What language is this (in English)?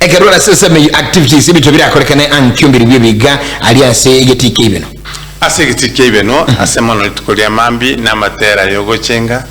Gusii